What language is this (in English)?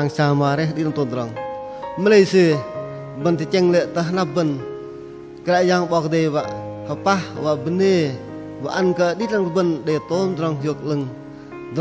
Bahnar